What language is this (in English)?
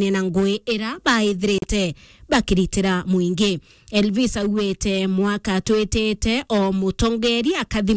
Meru